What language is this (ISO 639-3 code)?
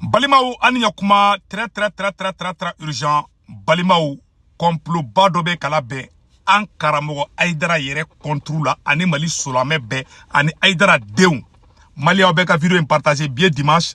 bam